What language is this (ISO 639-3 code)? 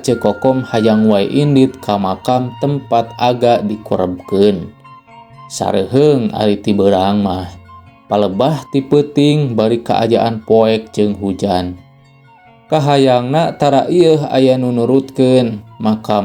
sun